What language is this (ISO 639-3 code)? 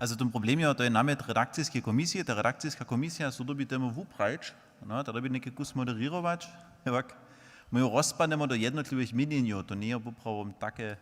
hsb